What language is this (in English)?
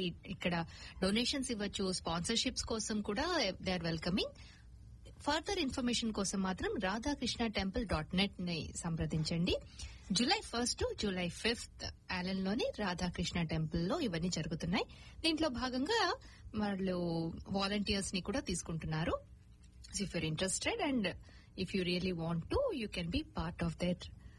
Telugu